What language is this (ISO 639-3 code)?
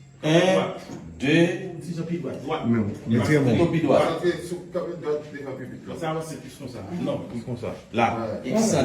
hat